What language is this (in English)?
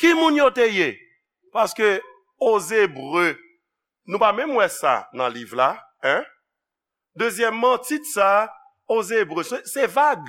Haitian Creole